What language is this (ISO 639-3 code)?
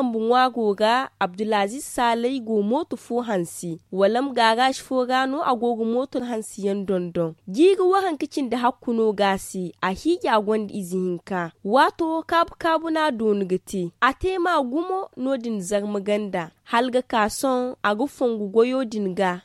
dje